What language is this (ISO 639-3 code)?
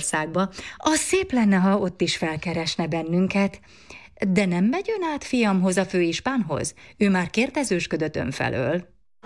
hun